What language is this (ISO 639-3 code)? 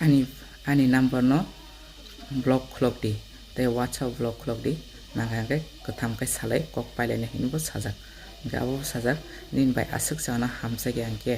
trp